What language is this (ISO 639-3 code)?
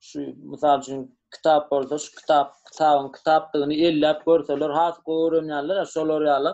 tuk